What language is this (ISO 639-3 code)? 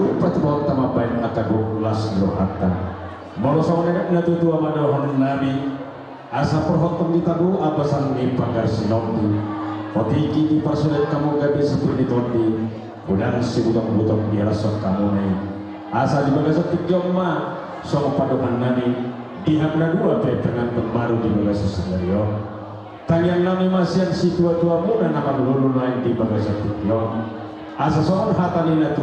bbc